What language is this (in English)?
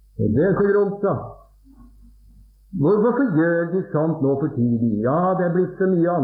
Norwegian